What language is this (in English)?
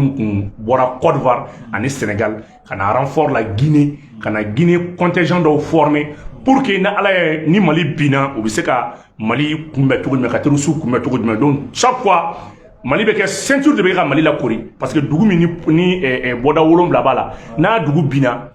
Bambara